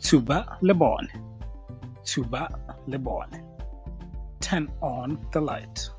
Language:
Tswana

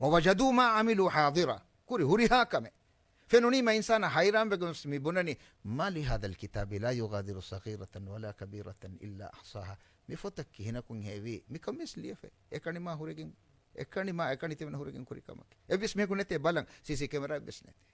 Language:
Divehi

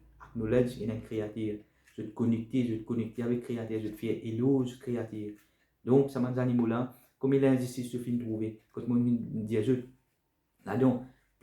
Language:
Morisyen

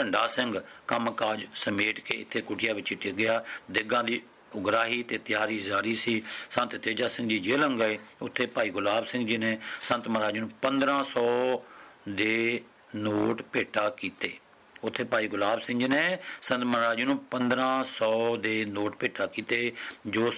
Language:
Punjabi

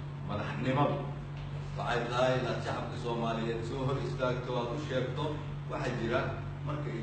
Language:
Somali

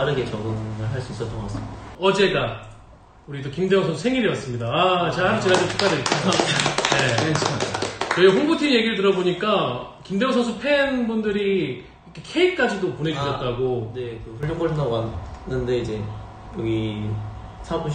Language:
Korean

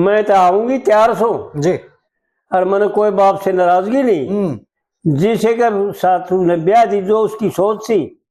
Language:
Haryanvi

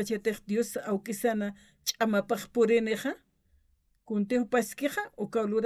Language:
Aymara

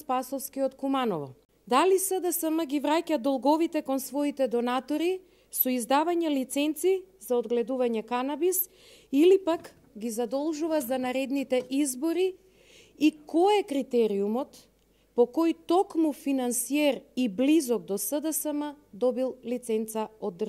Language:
Macedonian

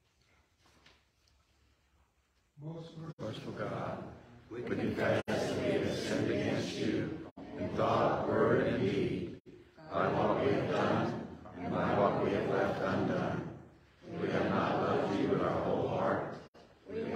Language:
English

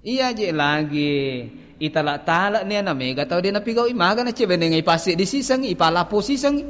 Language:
Buginese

